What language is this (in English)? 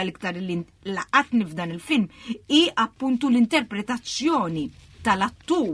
Maltese